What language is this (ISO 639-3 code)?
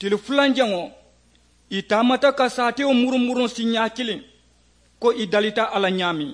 man